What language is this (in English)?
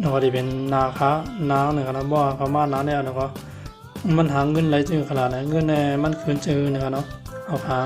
Shan